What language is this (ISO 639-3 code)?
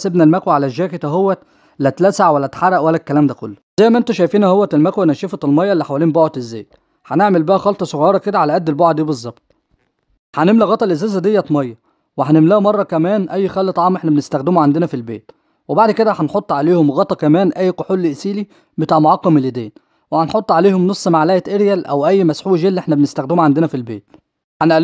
arz